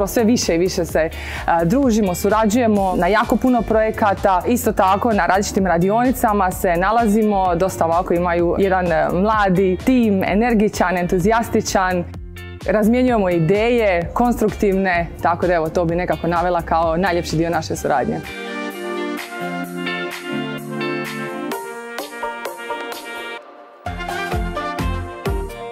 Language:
Croatian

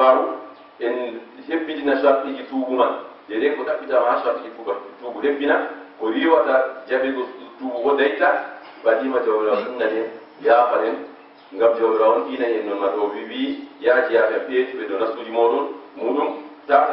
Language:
Fula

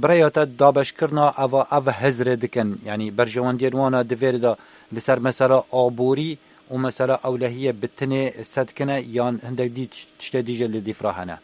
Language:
Kurdish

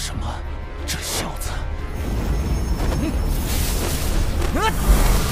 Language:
Chinese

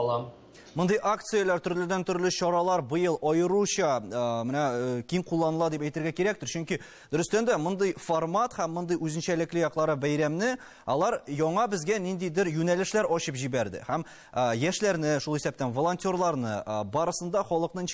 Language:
Tatar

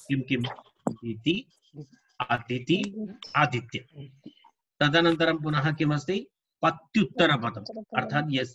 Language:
Sanskrit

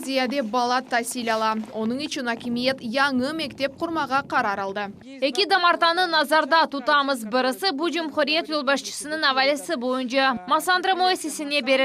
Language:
Crimean Tatar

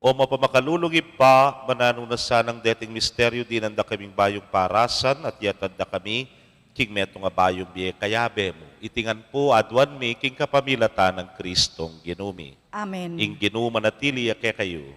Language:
Pampanga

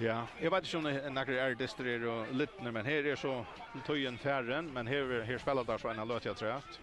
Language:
Faroese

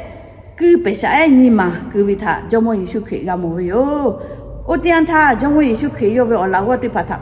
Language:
Lahu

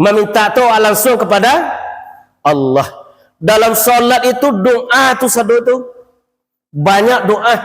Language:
Minangkabau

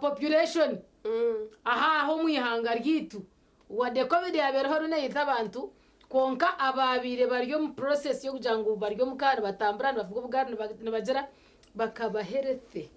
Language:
Nyankole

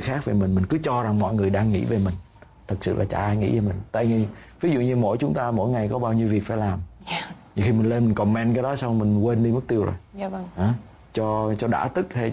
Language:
Vietnamese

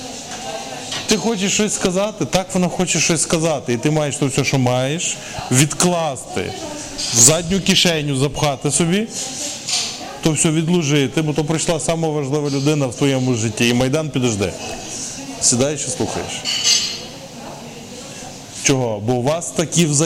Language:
Ukrainian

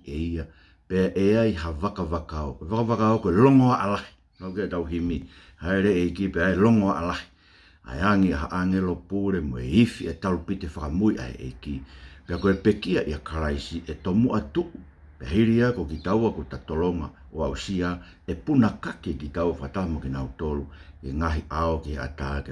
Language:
Tongan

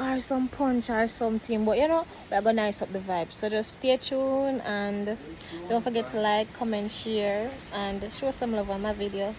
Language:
Jamaican Creole English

